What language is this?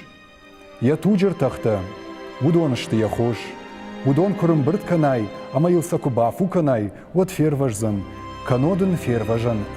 Ossetic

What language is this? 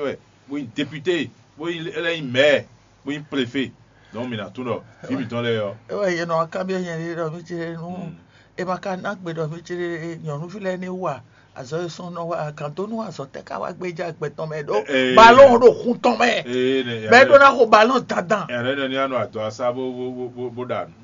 Fon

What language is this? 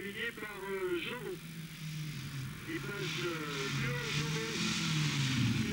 French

